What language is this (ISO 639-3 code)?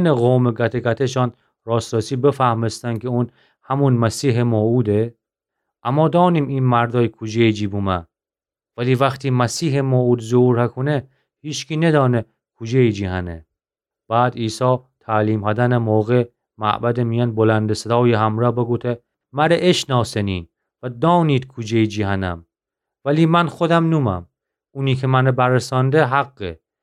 glk